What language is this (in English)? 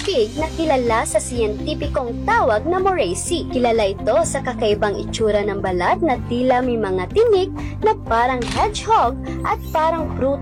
Filipino